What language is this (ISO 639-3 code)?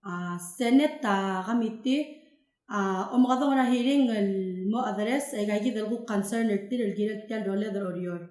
pau